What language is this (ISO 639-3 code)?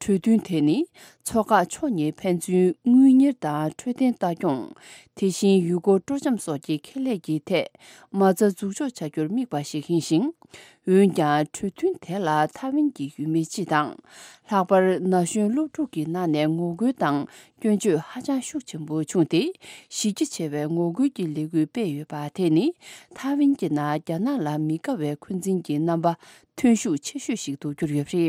bod